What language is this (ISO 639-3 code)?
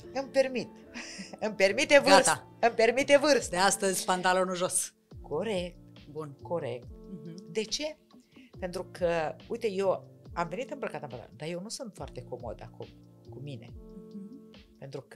ron